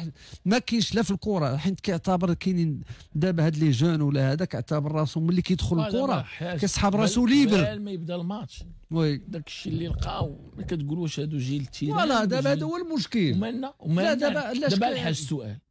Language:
Moroccan Arabic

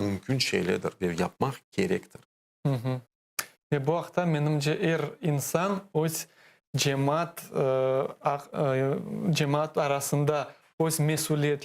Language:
Crimean Tatar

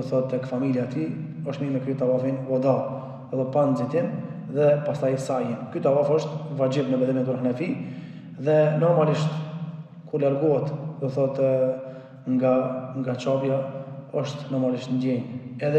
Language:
Albanian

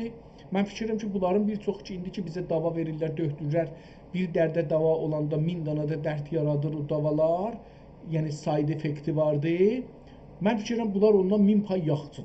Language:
South Azerbaijani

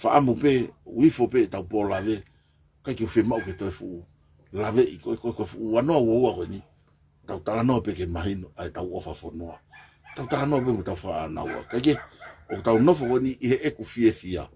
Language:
Tongan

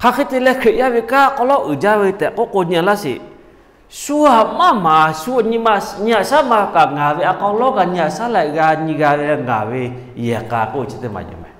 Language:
Lahu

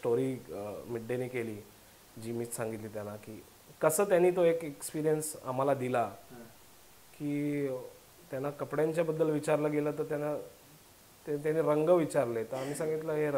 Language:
Marathi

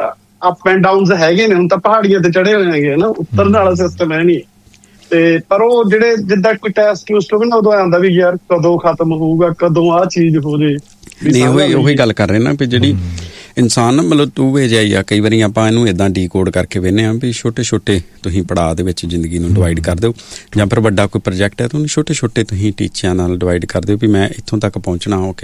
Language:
Punjabi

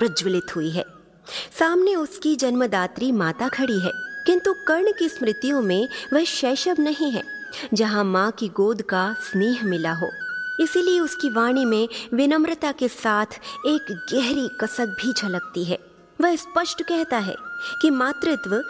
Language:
Hindi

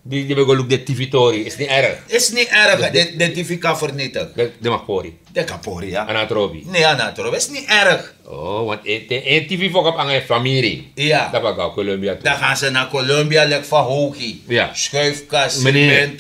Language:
Sranan Tongo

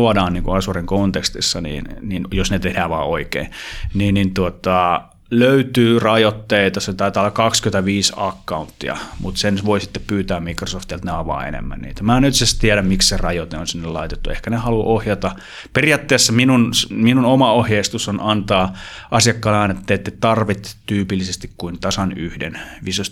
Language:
Finnish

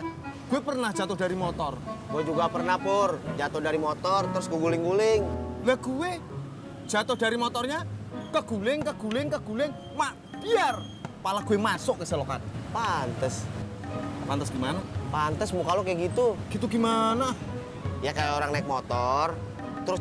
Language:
Betawi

